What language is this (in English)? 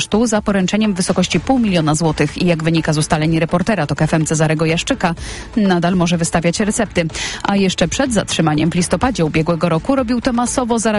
Polish